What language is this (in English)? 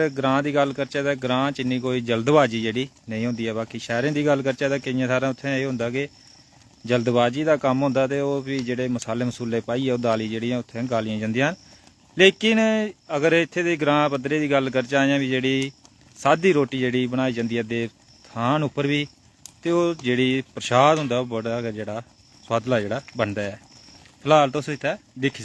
Dogri